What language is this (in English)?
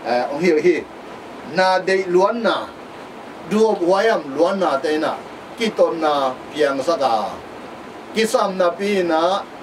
Tedim Chin